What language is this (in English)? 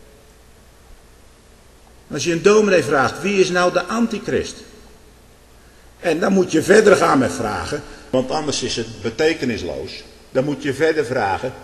Dutch